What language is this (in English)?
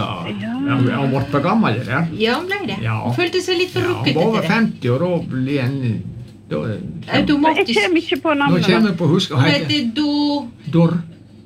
Norwegian